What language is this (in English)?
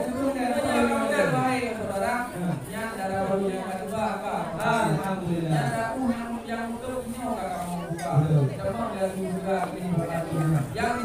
Achinese